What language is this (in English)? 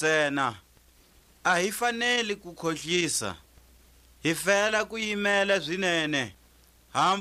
Tswa